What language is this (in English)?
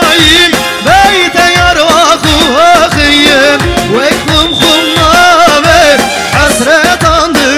Kurdish